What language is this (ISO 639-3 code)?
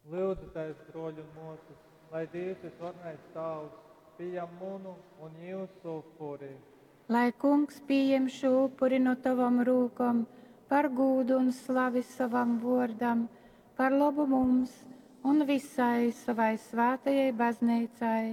ltg